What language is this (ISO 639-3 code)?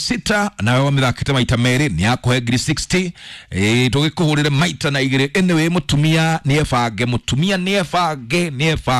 kik